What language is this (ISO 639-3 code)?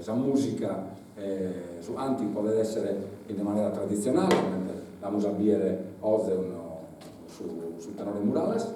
srd